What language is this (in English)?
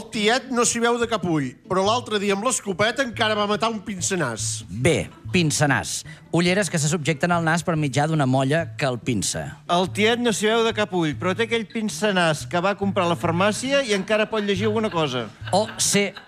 Catalan